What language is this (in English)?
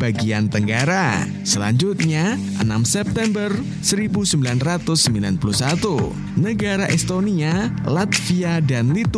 Indonesian